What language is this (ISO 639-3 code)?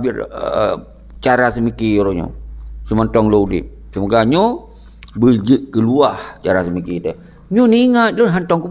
ace